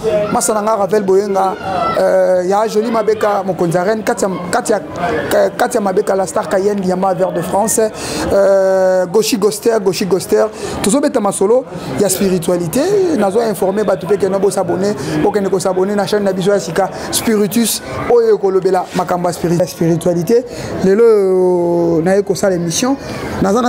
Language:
Lingala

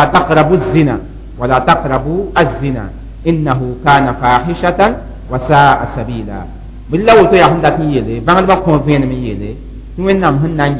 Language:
Mossi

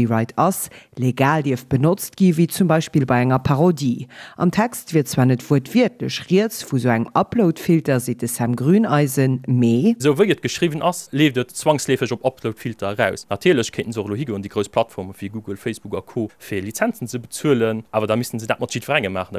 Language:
Luxembourgish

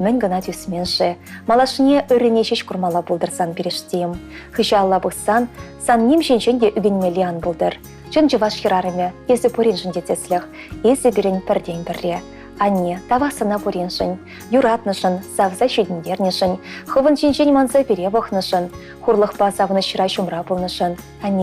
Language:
Chuvash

